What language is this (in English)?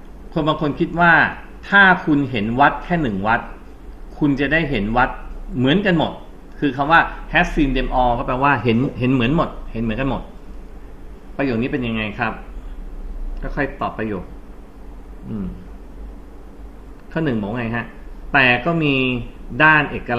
Thai